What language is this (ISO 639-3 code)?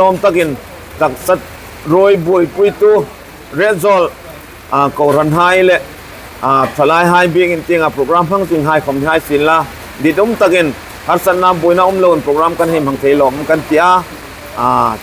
hmr